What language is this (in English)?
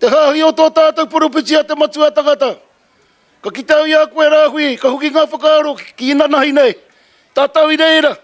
Māori